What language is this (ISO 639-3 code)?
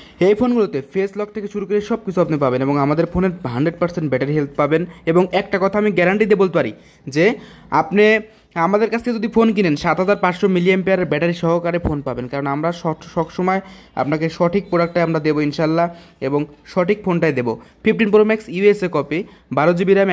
ben